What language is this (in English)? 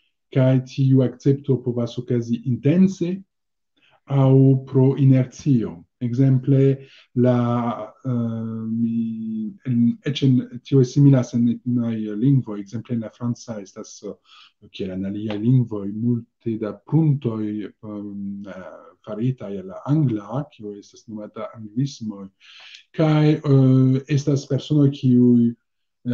Esperanto